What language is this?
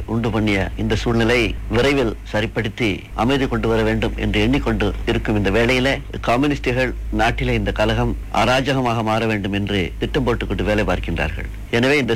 Tamil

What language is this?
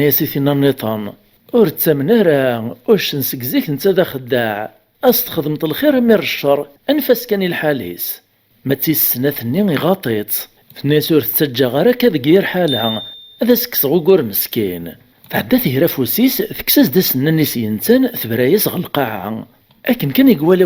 Kabyle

